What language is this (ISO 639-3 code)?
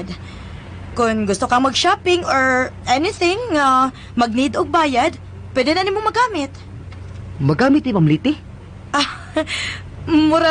ceb